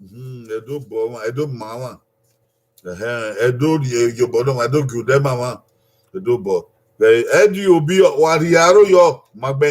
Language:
Bini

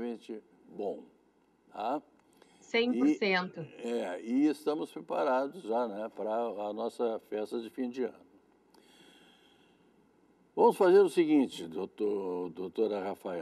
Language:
Portuguese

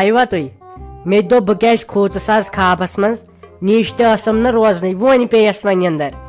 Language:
Kashmiri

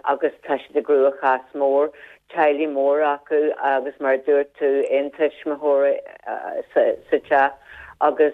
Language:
Irish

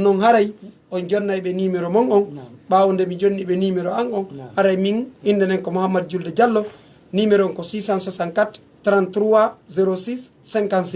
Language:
Pular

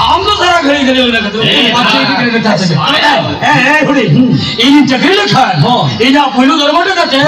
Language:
Santali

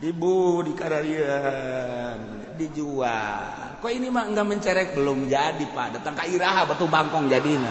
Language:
Sundanese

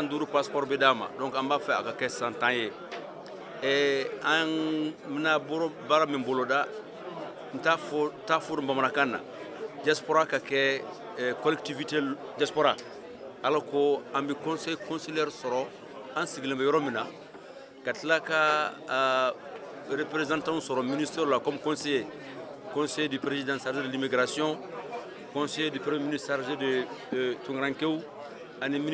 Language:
Bambara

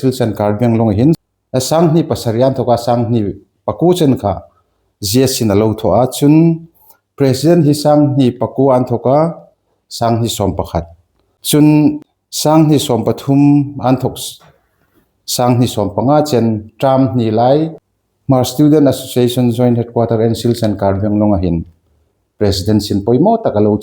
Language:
Hmar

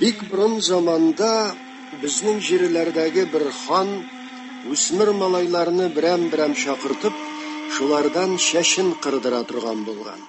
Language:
Tatar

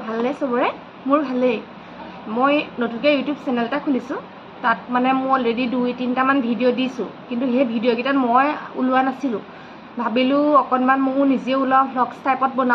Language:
Assamese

